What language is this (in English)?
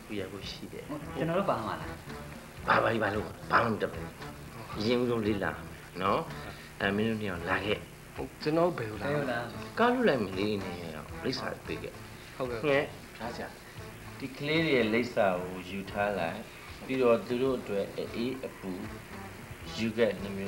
Burmese